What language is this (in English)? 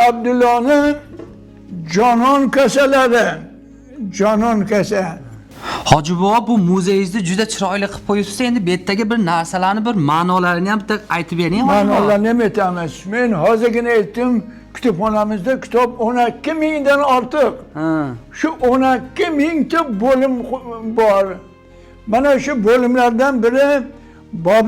Uzbek